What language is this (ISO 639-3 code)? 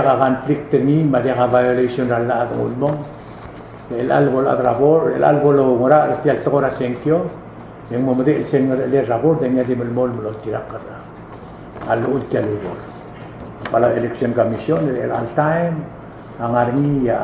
pau